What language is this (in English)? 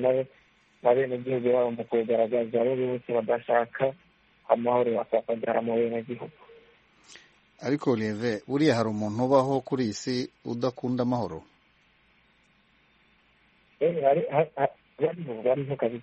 Kinyarwanda